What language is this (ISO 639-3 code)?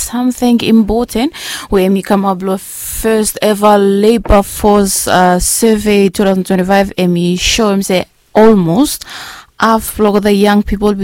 bis